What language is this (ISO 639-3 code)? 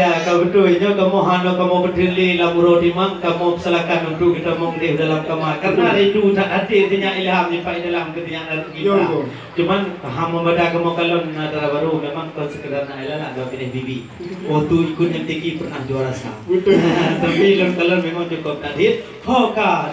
ace